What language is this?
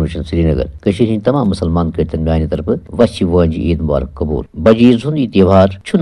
Kashmiri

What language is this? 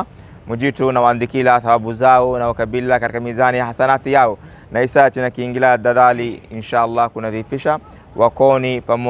Swahili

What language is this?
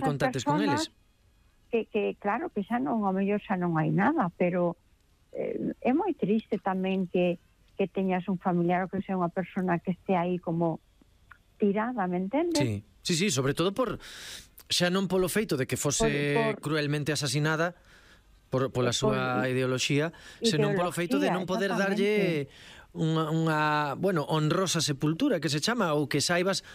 Galician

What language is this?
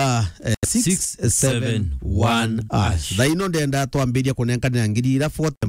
Meru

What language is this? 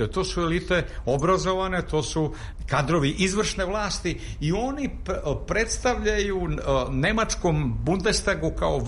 Serbian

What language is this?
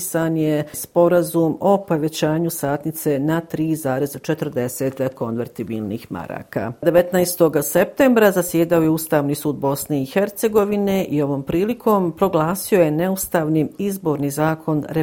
Croatian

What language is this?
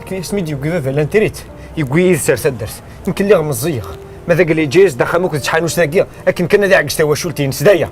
Kabyle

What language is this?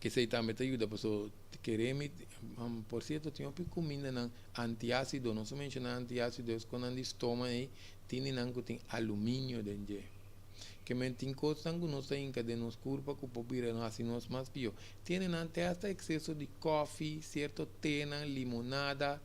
Papiamento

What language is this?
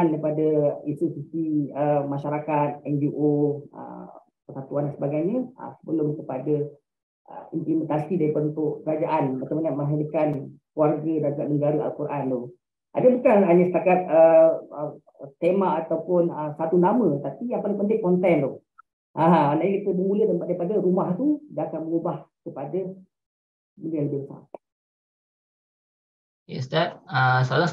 Malay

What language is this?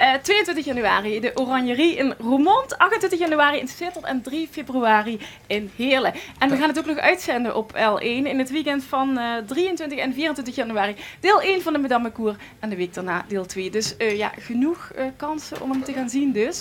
Limburgish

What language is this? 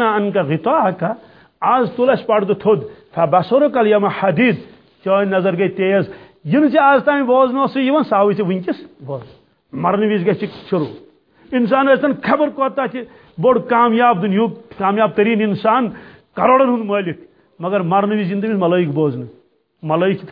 Kashmiri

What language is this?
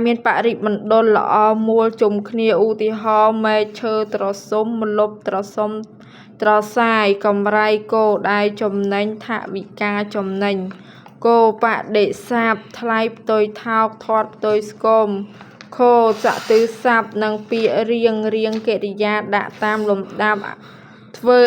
Khmer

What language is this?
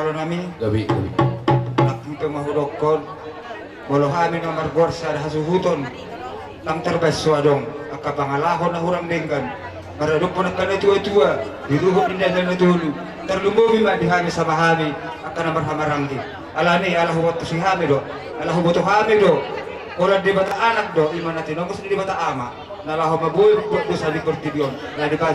Batak Toba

